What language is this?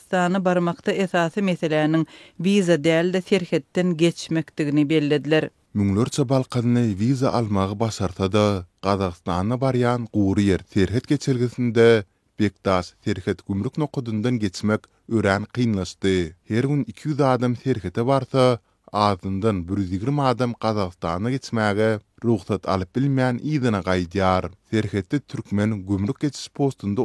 Turkmen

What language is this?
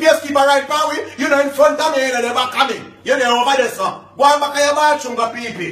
Jamaican Creole English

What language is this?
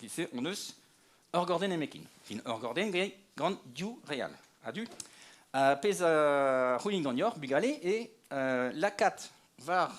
Breton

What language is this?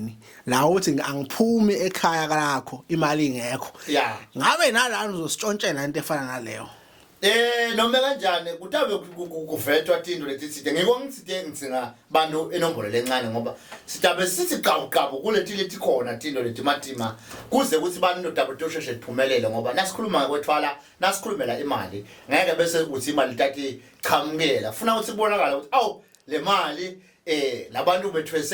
Zulu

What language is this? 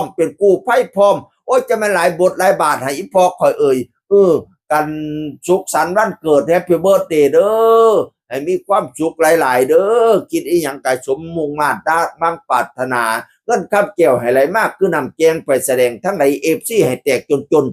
Northeastern Thai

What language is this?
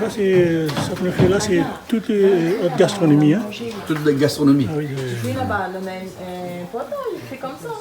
Réunion Creole French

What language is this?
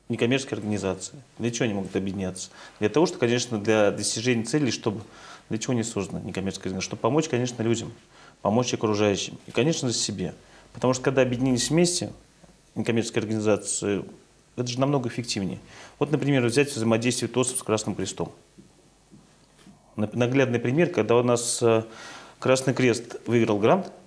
Russian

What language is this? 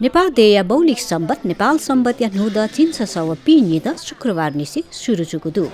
Newari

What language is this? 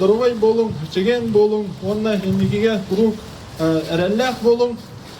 Yakut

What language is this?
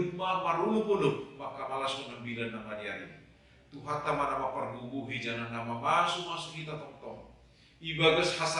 Batak Simalungun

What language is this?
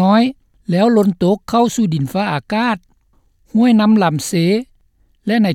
Lao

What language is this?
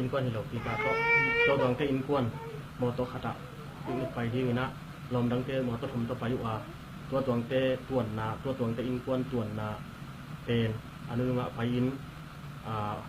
Tedim Chin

